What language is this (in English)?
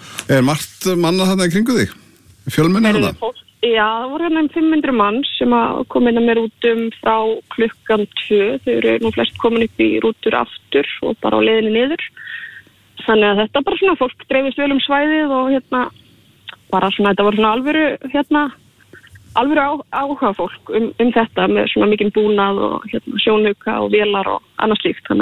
Icelandic